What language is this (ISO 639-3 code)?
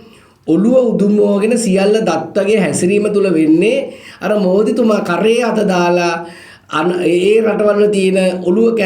sin